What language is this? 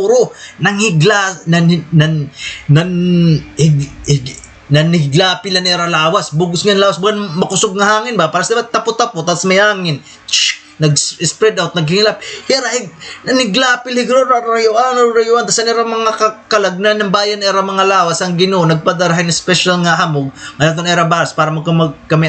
Waray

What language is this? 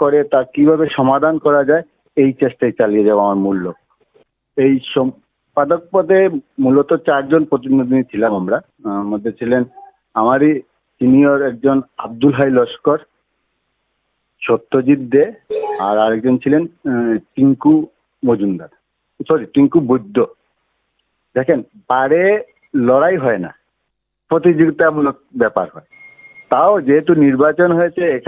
Bangla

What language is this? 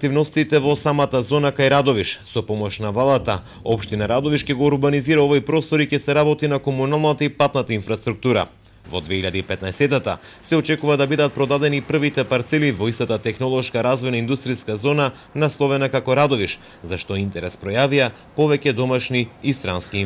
Macedonian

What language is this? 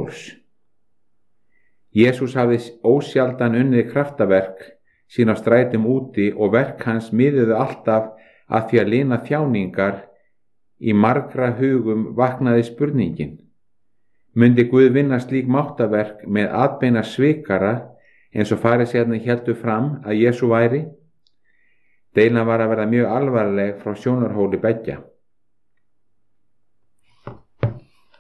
Icelandic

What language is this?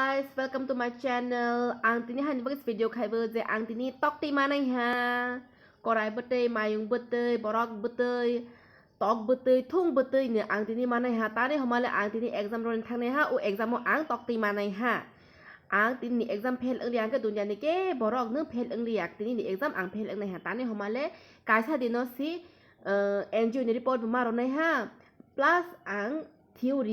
Kok Borok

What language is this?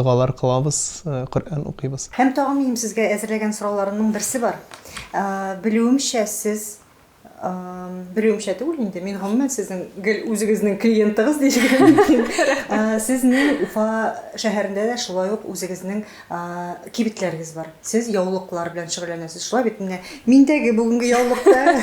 Tatar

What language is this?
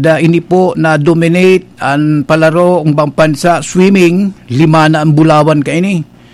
Bikol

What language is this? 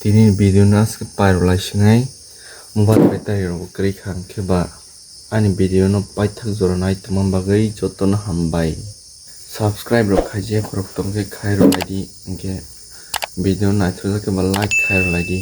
Kok Borok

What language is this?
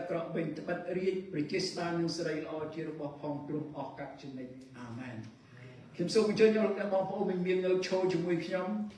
Khmer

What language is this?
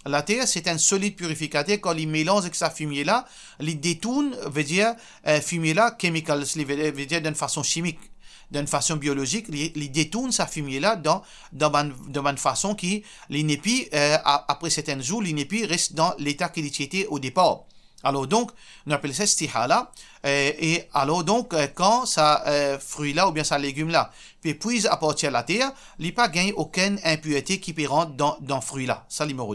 Morisyen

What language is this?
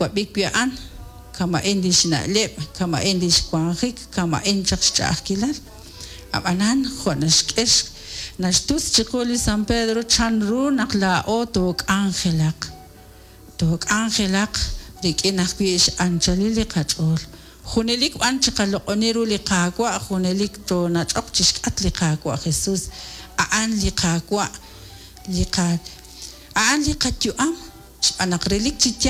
Kekchí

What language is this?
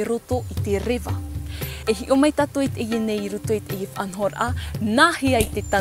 Tahitian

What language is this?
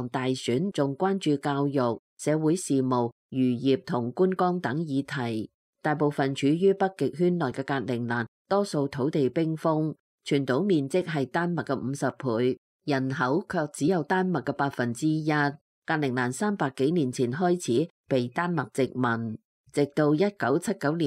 Cantonese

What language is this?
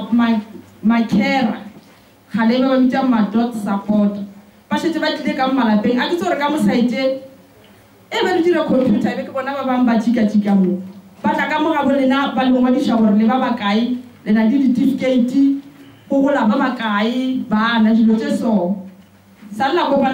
Northern Sotho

